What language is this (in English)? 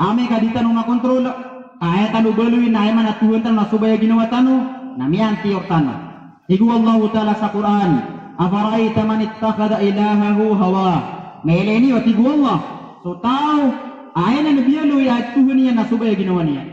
Maranao